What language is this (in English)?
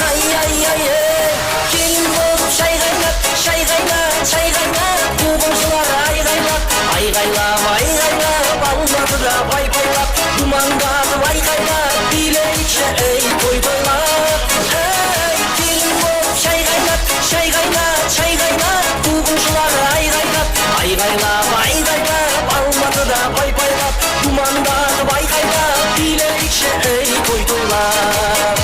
Kara-Kalpak